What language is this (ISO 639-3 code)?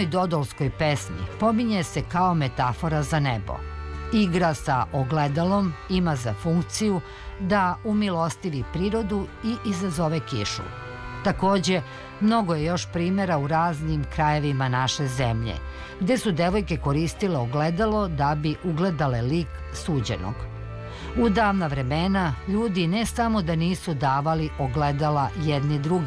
srp